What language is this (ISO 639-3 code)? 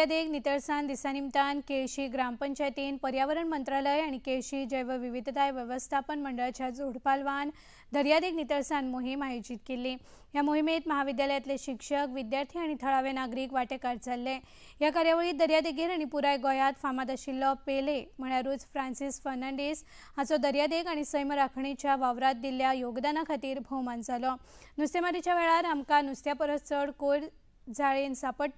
kok